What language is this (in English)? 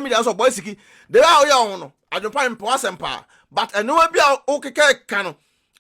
Akan